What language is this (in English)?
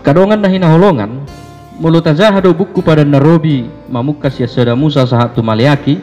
Batak Toba